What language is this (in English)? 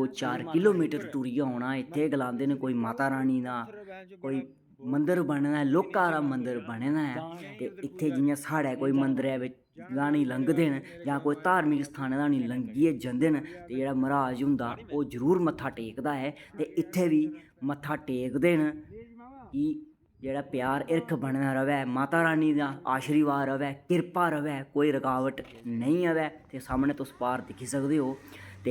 Dogri